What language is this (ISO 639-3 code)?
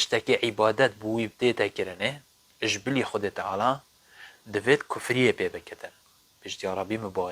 kur